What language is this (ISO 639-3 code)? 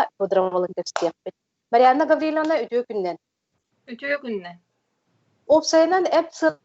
sah